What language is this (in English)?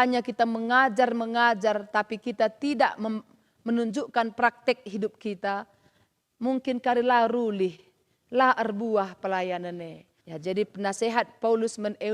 Batak Karo